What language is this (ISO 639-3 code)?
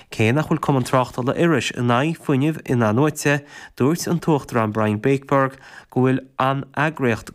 gle